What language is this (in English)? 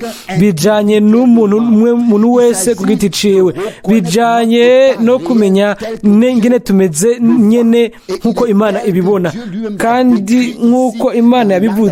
Rundi